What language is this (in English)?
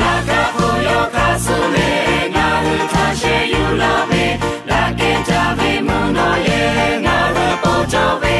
Lahu